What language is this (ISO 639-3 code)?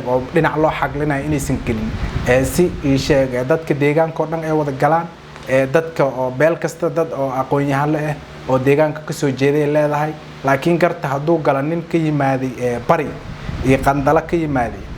som